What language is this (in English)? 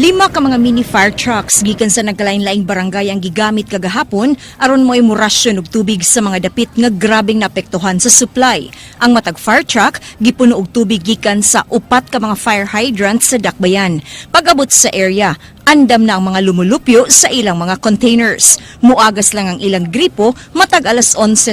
Cebuano